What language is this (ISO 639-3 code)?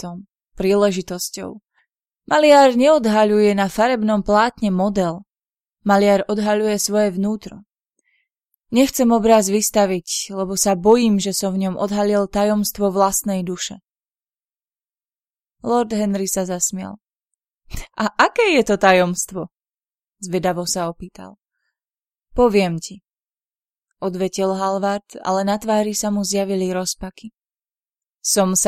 slk